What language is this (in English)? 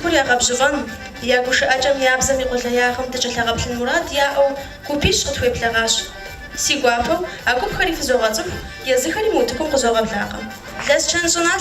Kabardian